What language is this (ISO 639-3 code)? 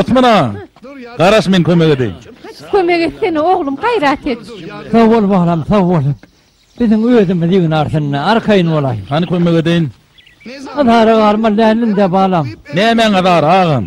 tuk